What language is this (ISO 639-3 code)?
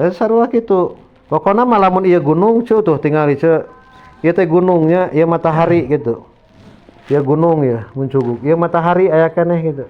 sun